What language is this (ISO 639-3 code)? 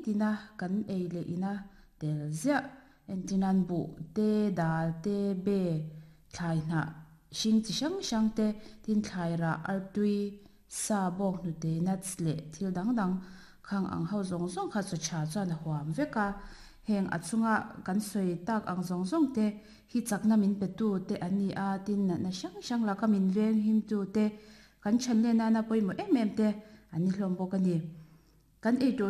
lus